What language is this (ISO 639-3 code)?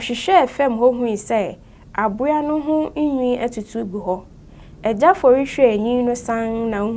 aka